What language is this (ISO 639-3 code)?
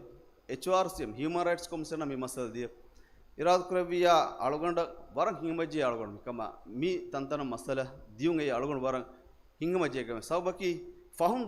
div